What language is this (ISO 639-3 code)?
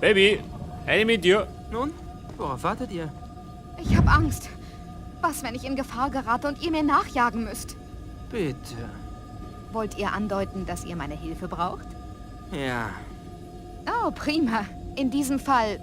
bar